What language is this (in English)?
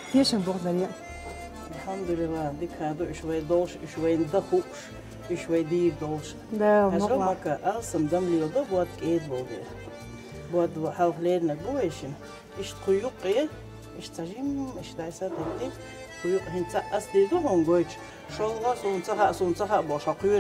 Chechen